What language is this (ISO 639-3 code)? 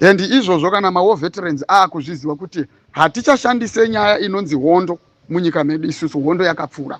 sna